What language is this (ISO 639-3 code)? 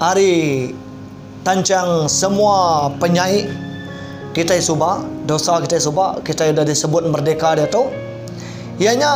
iba